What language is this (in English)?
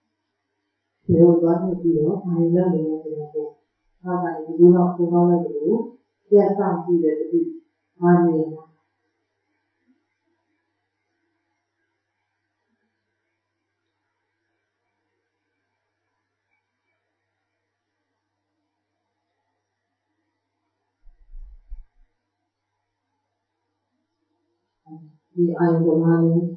Burmese